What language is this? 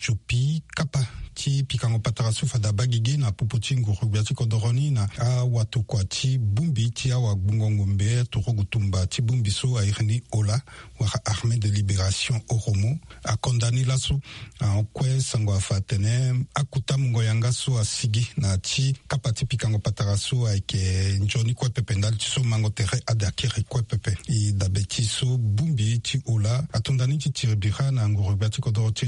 Sango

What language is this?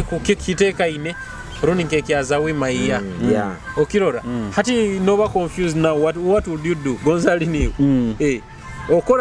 Nyoro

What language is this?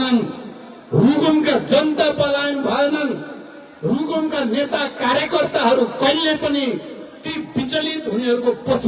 Nepali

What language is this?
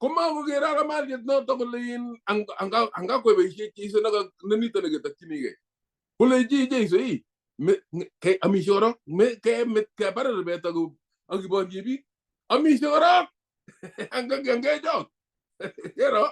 Kalenjin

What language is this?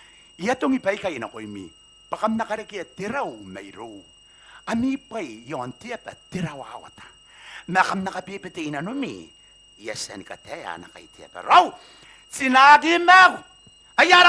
Gilbertese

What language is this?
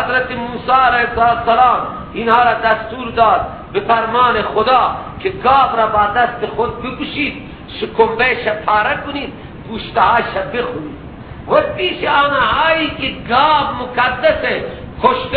Persian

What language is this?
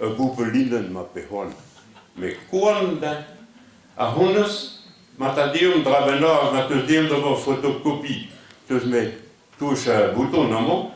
Breton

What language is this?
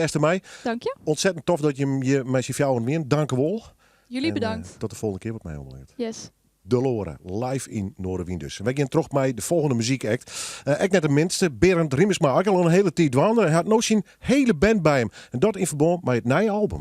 Western Frisian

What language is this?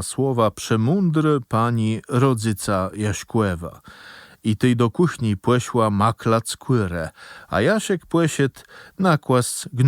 Kashubian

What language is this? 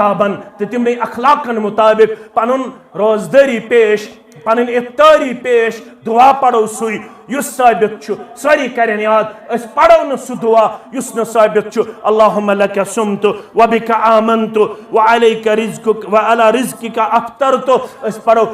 Kashmiri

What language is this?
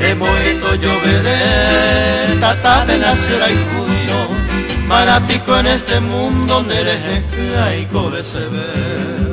Guarani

